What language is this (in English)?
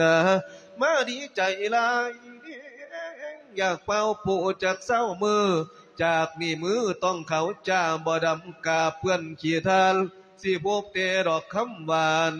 Lao